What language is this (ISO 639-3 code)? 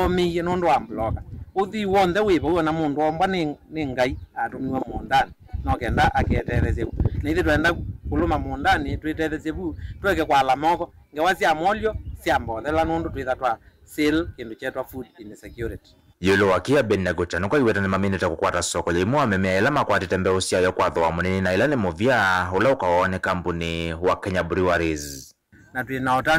kam